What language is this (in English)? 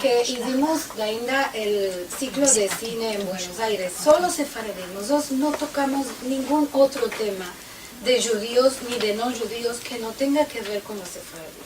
Ladino